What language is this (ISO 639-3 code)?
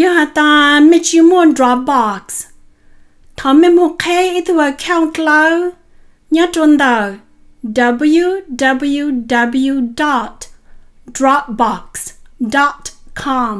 hmn